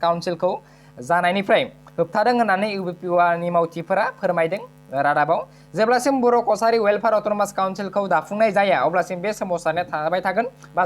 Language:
Bodo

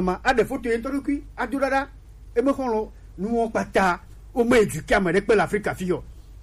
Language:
Gen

